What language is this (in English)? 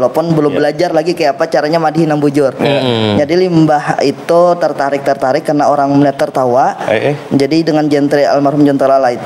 Banjar